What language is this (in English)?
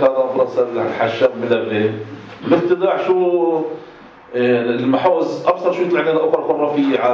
North Levantine Arabic